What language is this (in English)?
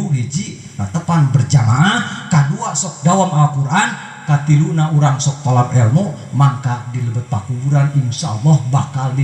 Sundanese